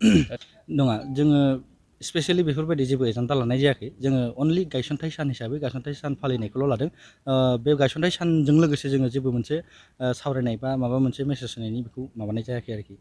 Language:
Bodo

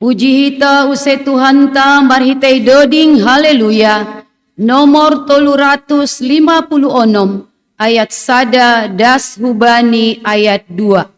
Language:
Batak Simalungun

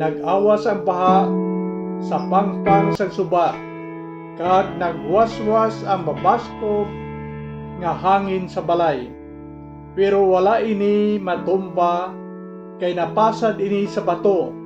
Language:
Hiligaynon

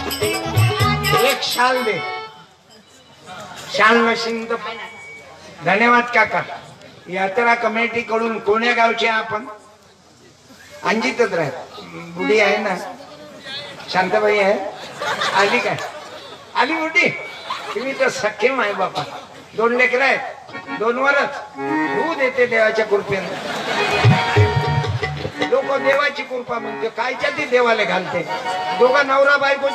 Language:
Marathi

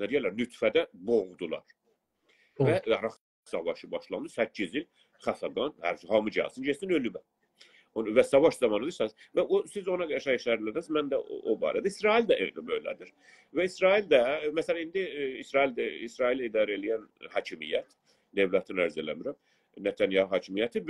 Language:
South Azerbaijani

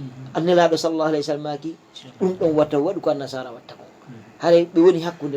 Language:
Fula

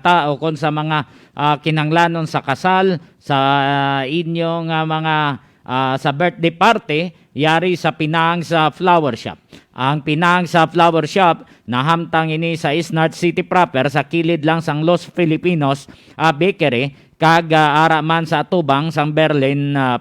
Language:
Hiligaynon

